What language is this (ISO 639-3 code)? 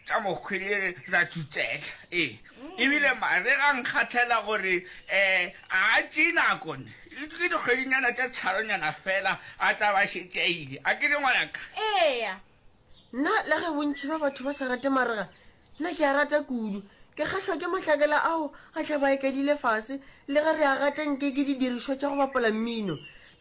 nso